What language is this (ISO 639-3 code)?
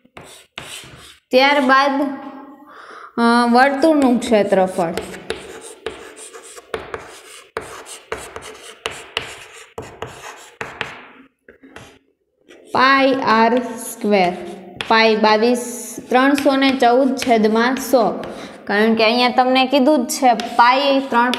guj